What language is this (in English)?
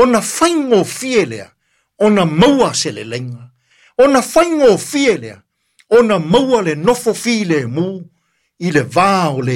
Samoan